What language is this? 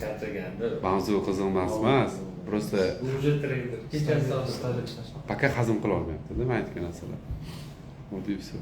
Uzbek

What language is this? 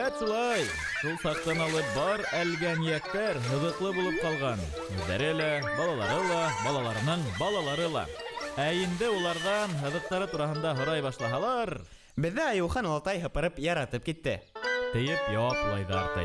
Bashkir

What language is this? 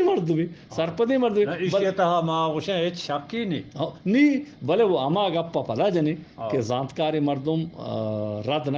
Eastern Balochi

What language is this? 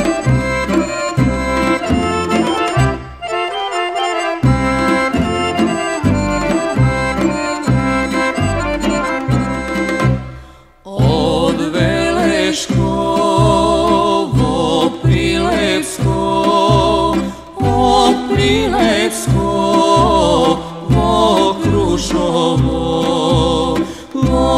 Serbian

